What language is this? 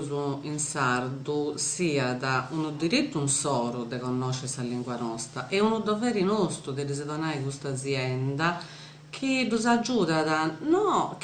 Sardinian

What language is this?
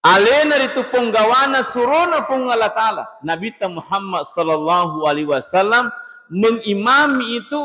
Buginese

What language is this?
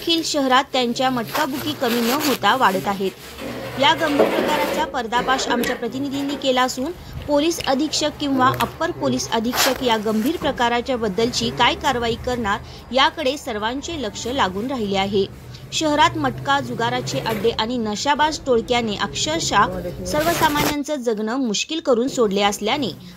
Marathi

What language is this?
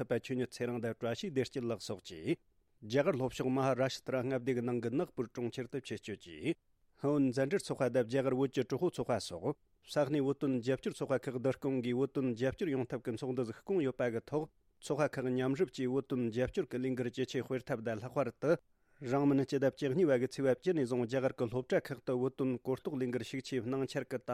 Tibetan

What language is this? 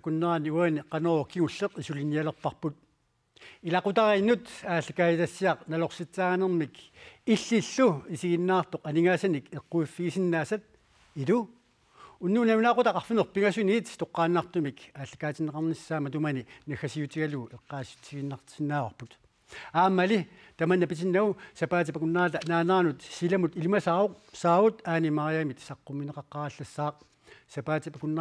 Kalaallisut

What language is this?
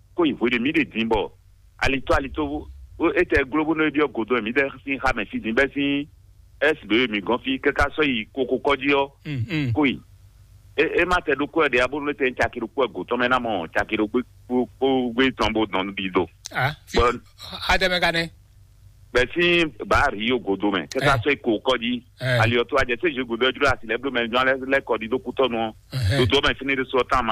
Fon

